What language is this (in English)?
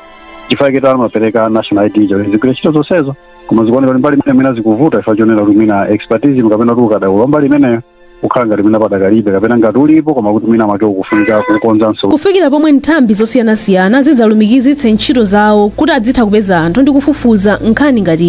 Nyanja